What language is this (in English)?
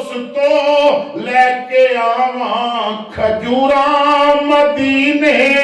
Western Panjabi